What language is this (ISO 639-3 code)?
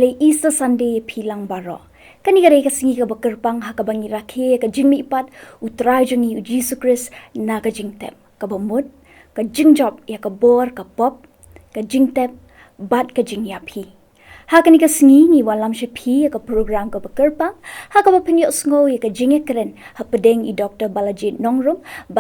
kha